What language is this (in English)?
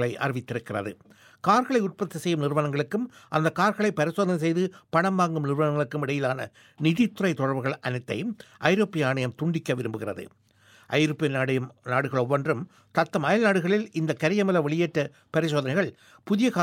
Tamil